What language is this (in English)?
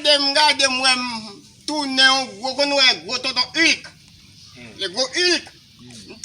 Haitian Creole